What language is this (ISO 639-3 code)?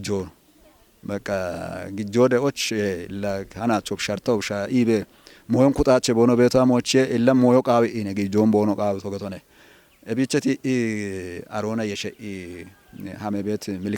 kbr